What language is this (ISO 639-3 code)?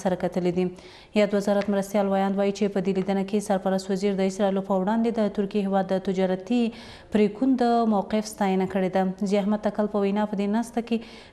pus